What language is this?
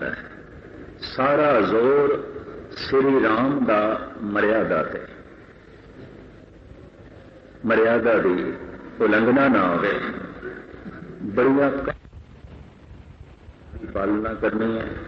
Punjabi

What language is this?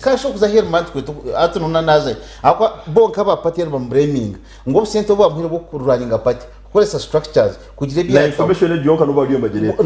Nyankole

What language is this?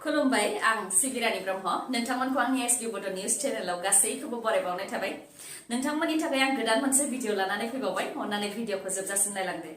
Bodo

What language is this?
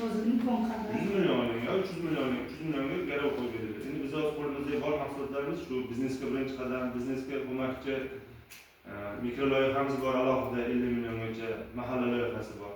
Uzbek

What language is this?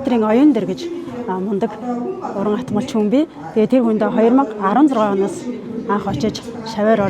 Mongolian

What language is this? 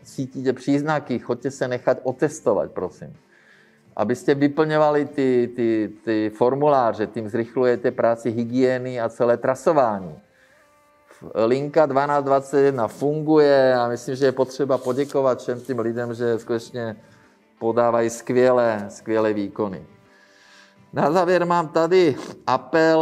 Czech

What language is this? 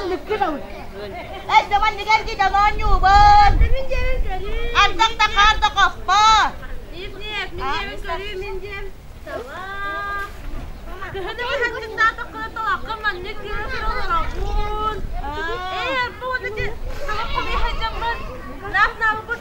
Yakut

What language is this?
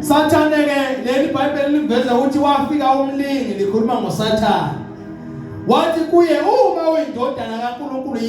Zulu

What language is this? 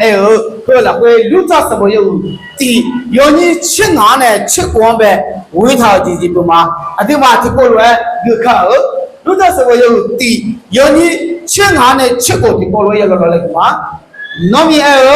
Akha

